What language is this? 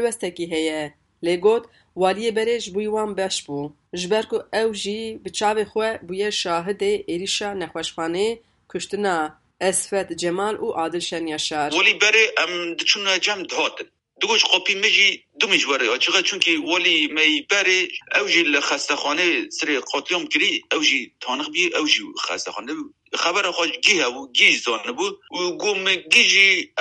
Kurdish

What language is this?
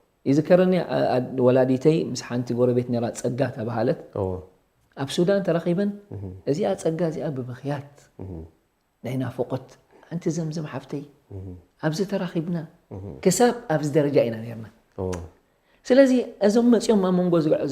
Tigrinya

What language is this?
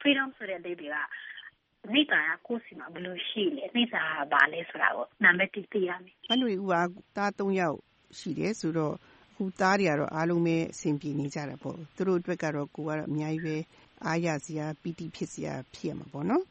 Burmese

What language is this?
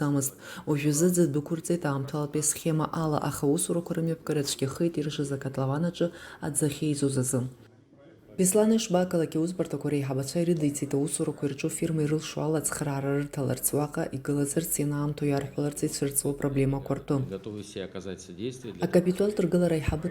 Abkhazian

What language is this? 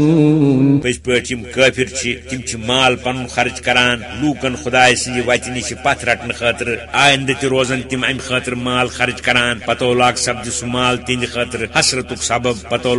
Kashmiri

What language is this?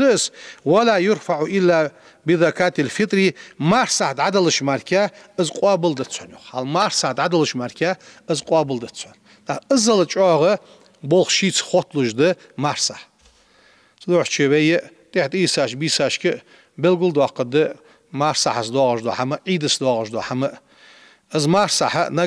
Ingush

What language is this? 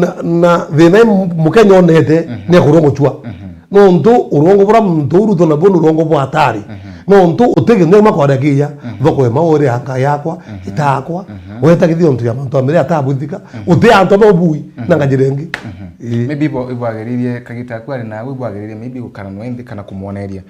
Meru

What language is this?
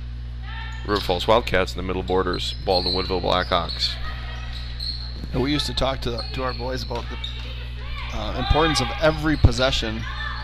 English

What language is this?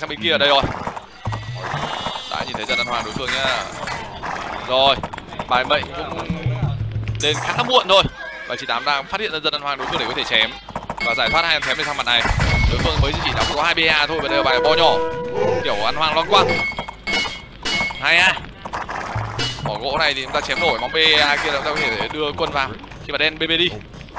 Vietnamese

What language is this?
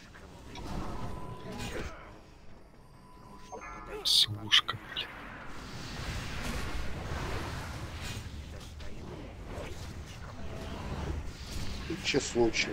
Russian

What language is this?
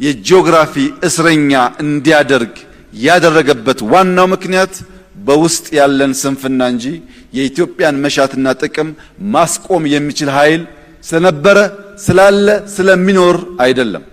Amharic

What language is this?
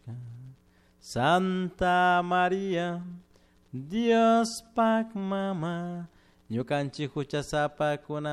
Chimborazo Highland Quichua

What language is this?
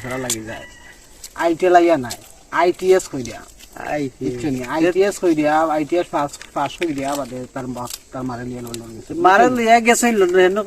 Sylheti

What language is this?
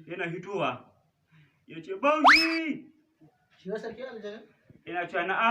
Hausa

